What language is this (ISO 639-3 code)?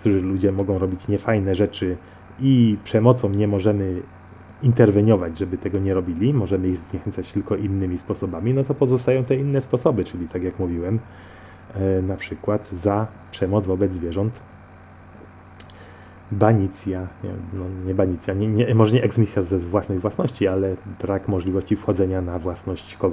pol